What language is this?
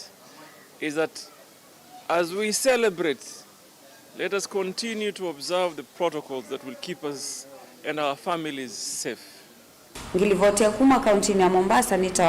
Kamba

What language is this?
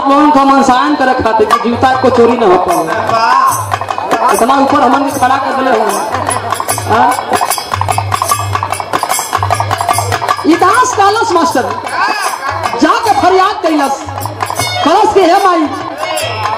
Bhojpuri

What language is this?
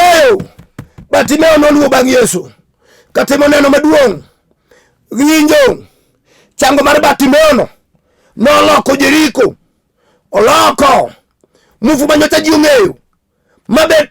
Luo (Kenya and Tanzania)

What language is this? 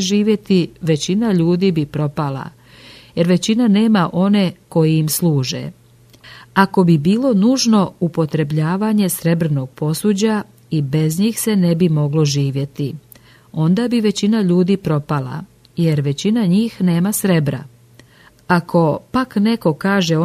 Serbian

